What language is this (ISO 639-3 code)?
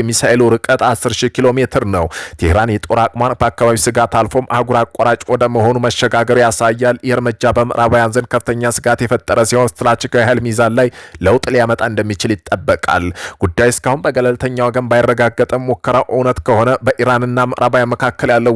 amh